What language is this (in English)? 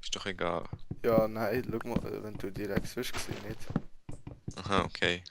Swiss German